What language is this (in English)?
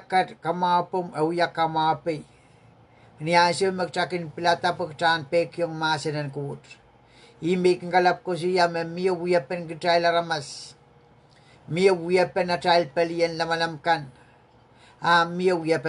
Pohnpeian